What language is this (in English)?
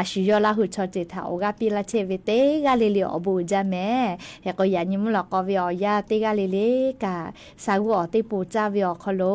Lahu